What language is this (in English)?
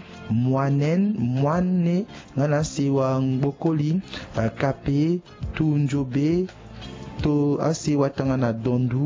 Sango